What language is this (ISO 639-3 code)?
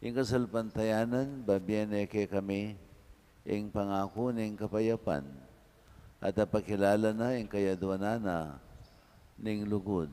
pam